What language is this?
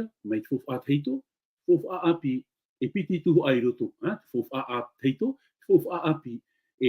Tahitian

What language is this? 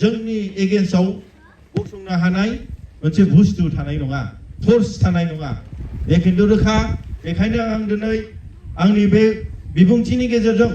Bodo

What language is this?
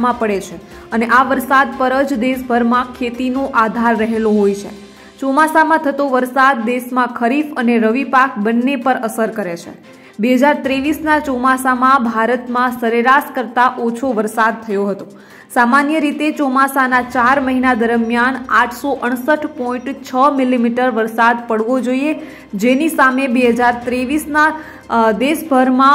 Gujarati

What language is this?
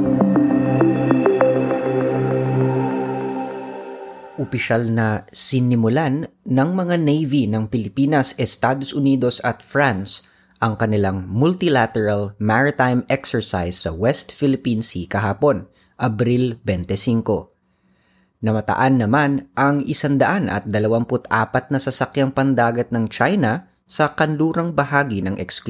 Filipino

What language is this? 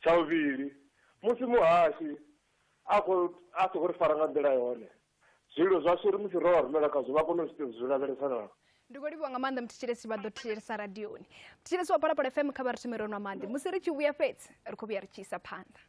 Venda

